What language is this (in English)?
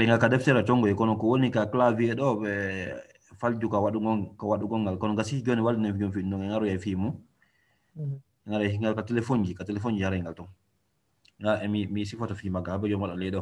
Fula